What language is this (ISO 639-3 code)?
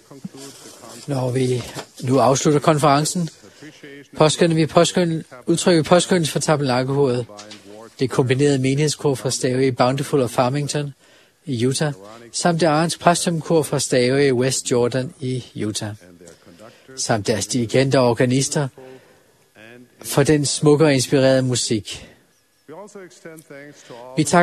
dan